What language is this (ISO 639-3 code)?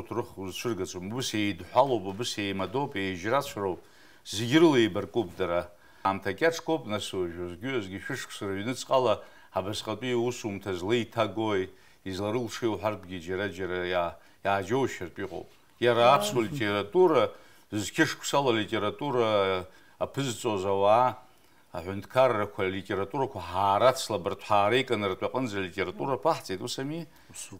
abk